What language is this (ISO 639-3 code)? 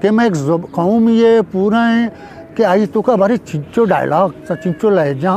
bgp